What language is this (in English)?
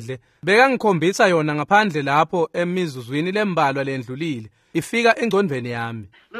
Swati